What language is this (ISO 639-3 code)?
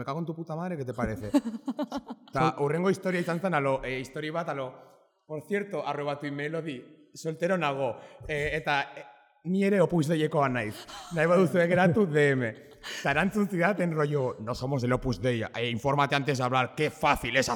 eus